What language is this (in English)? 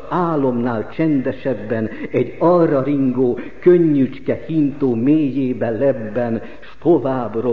Hungarian